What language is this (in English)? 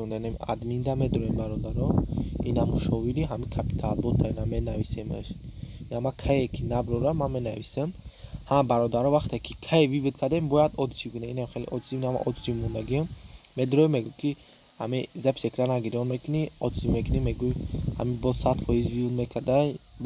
Tajik